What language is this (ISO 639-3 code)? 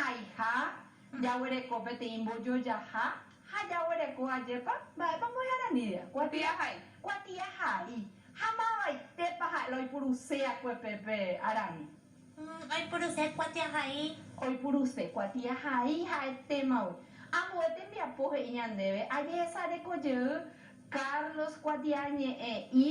grn